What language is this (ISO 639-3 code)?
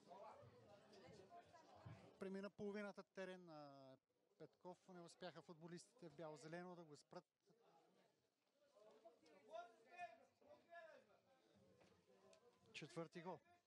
bul